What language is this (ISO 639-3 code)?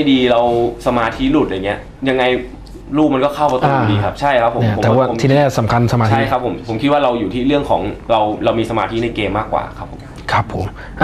tha